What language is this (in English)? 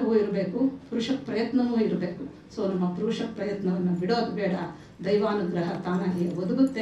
Kannada